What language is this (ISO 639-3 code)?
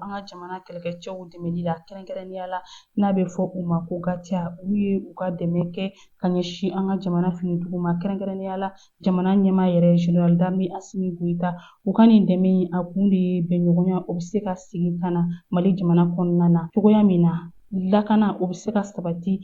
bam